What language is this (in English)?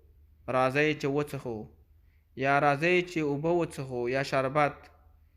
Pashto